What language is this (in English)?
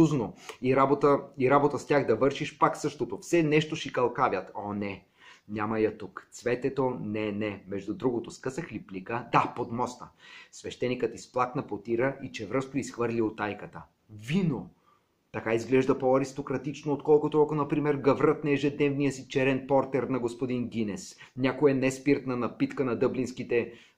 Bulgarian